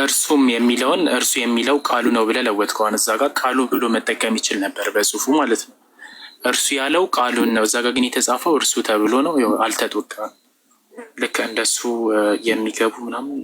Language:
Amharic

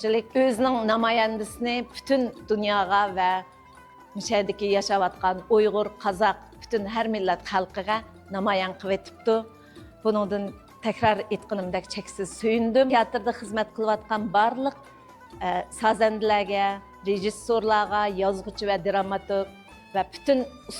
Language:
Uyghur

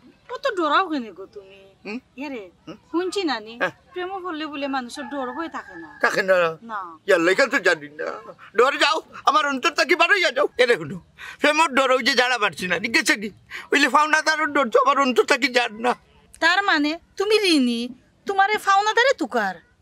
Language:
Sylheti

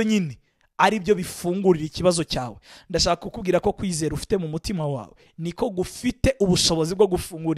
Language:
Kinyarwanda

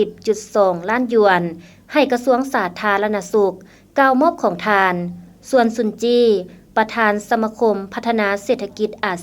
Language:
Lao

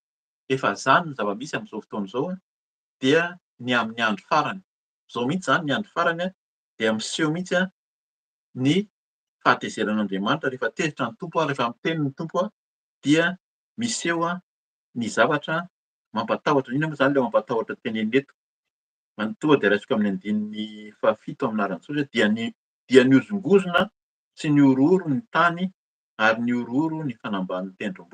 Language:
Malagasy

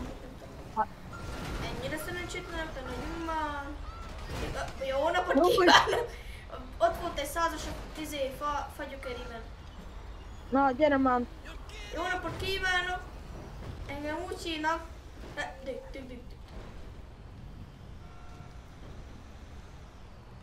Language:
Hungarian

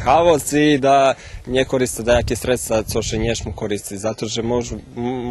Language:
Rusyn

